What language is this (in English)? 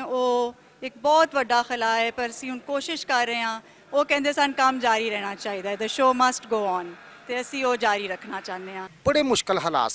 Western Panjabi